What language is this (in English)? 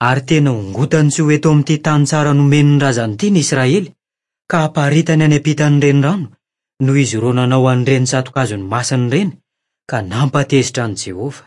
Malagasy